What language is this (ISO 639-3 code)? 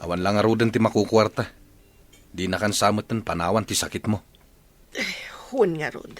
ilo